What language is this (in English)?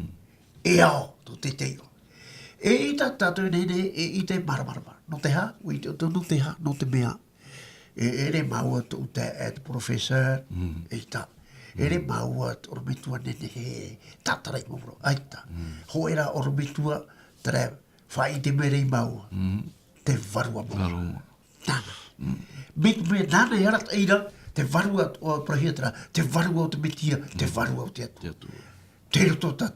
Tahitian